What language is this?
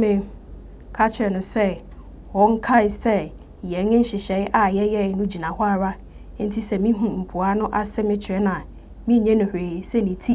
Akan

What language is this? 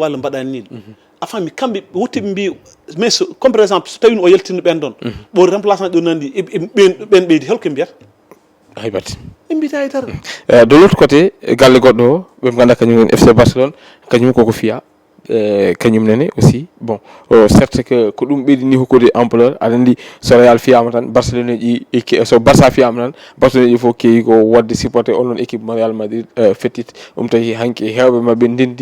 Fula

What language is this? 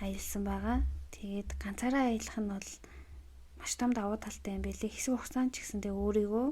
Mongolian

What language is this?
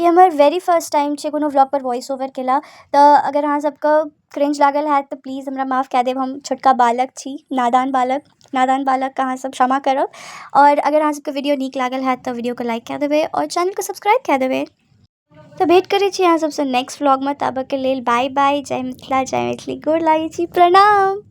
Maithili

